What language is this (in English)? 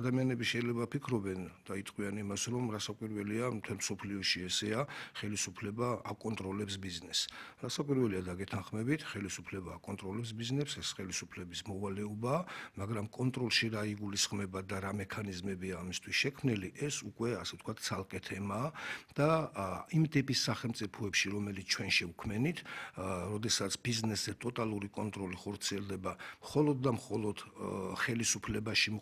Georgian